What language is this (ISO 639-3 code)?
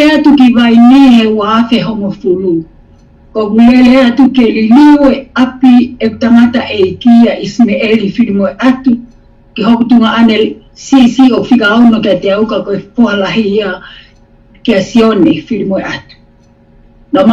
ton